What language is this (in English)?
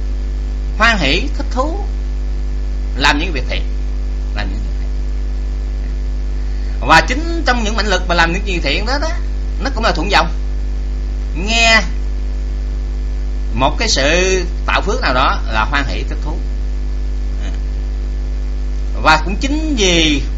Vietnamese